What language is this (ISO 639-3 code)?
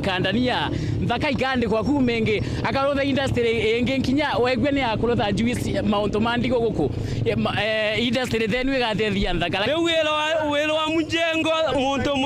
mer